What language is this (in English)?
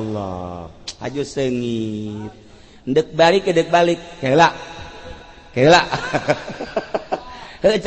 Sundanese